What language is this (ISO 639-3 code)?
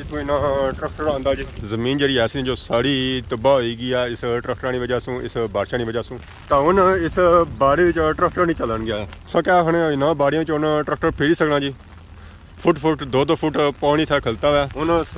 phr